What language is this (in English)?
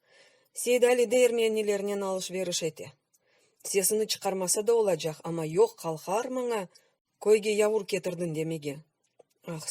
Crimean Tatar